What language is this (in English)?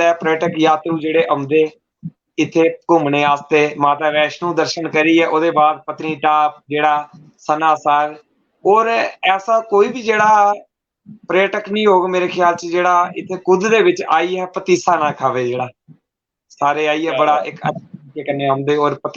Dogri